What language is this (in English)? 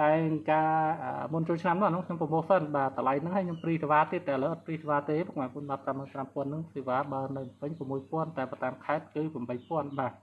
Khmer